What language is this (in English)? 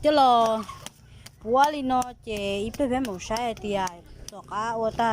Hmong